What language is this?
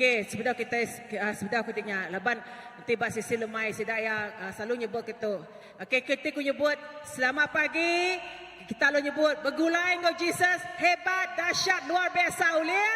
Iban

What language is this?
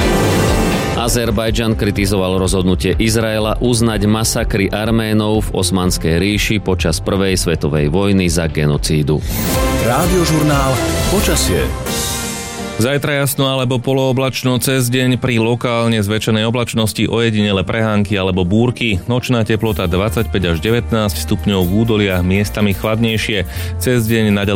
Slovak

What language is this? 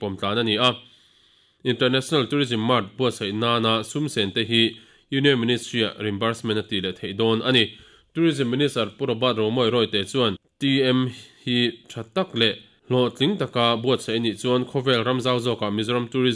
Mizo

